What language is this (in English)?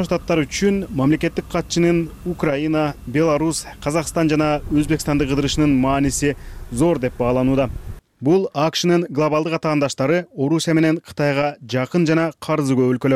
Kyrgyz